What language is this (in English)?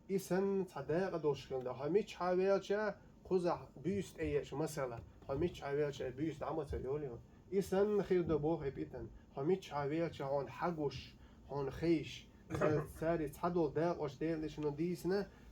Chechen